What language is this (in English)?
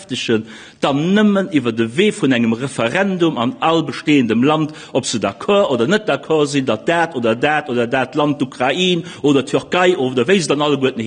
Luxembourgish